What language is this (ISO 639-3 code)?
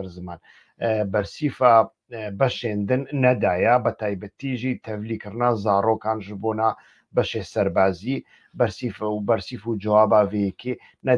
ckb